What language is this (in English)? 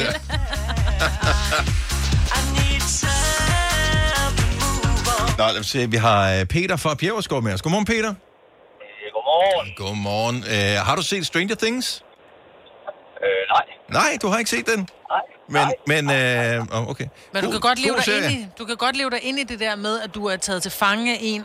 Danish